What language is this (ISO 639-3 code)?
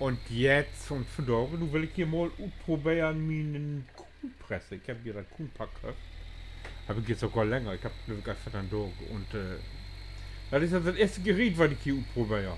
nds